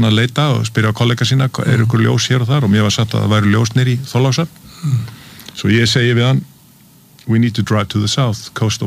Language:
Icelandic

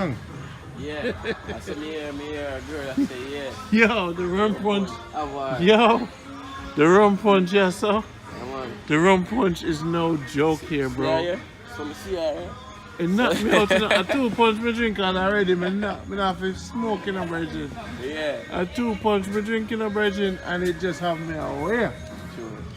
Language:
Jamaican Creole English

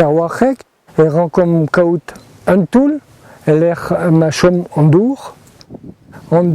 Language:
Breton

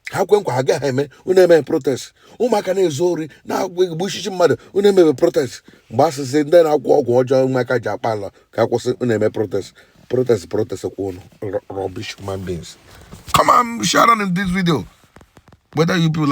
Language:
Igbo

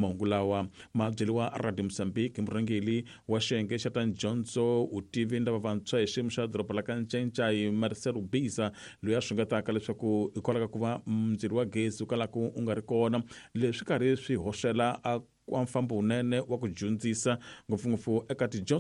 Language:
Tsonga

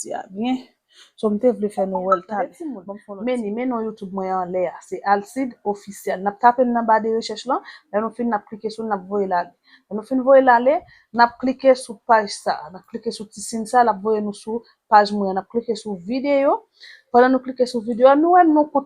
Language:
Haitian Creole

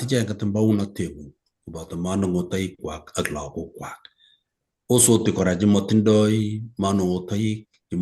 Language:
Kalenjin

